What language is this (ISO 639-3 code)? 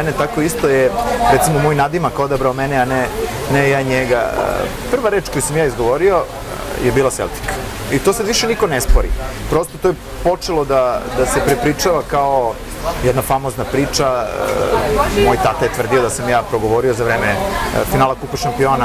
srp